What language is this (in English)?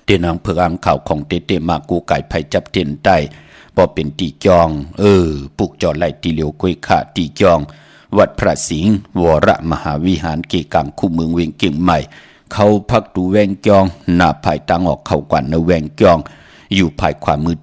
Shan